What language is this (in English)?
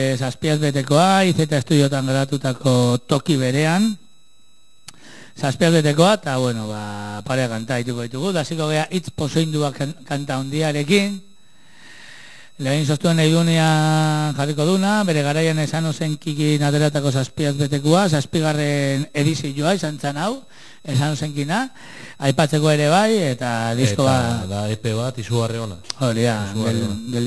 Basque